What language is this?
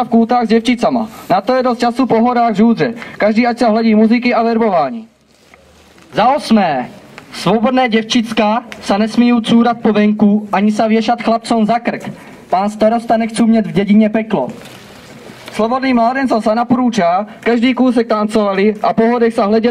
Czech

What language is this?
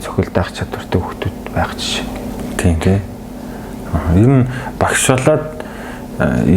Mongolian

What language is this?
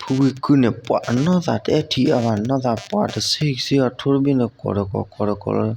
S'gaw Karen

